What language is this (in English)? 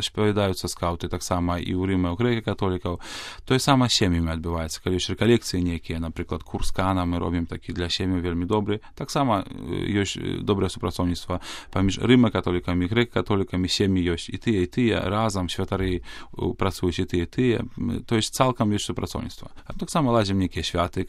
Belarusian